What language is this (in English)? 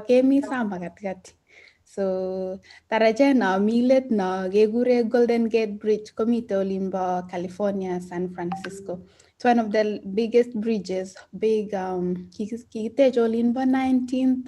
Kalenjin